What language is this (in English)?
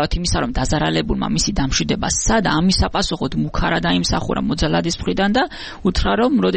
Georgian